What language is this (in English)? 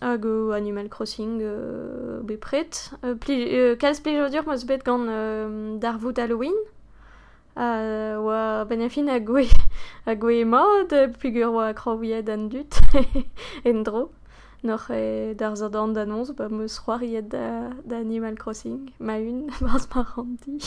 Breton